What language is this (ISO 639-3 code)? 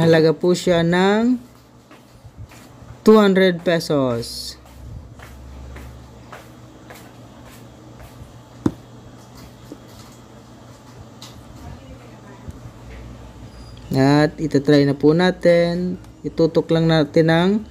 fil